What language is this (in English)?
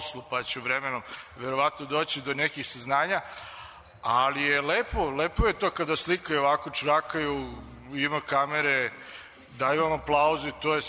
Serbian